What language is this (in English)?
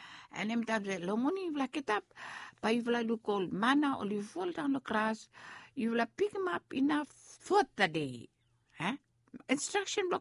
Bislama